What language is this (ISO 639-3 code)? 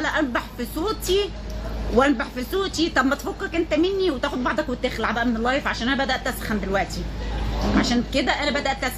arz